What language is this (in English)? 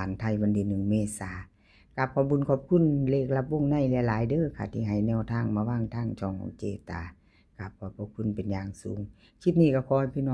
Northeastern Thai